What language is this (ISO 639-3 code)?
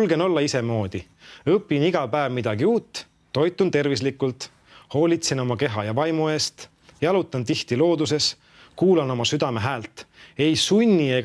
est